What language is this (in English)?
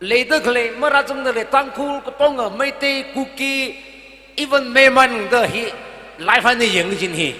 Tangkhul Naga (India)